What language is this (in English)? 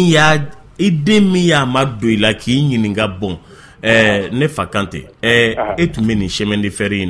Bambara